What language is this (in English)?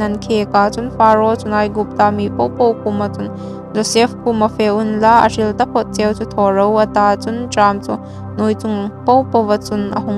Hmar